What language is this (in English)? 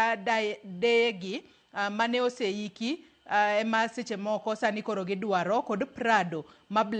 Luo (Kenya and Tanzania)